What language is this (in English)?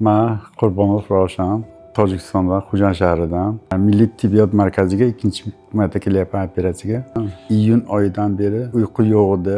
Uzbek